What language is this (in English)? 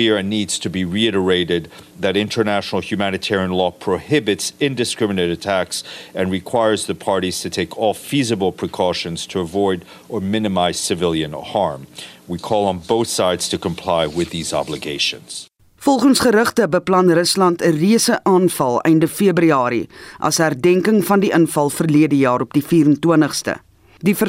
Afrikaans